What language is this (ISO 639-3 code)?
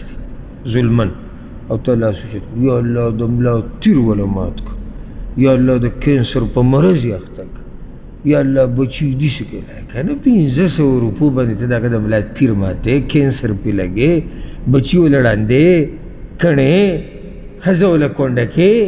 pus